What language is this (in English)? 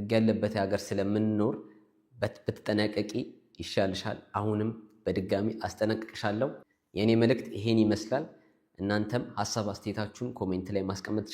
Amharic